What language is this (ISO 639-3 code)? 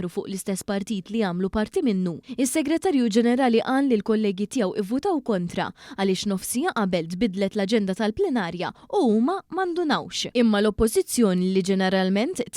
mlt